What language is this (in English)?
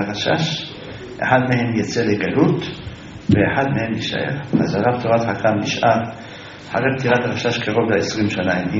Hebrew